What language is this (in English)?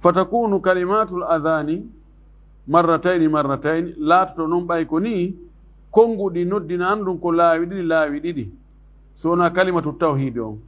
Fula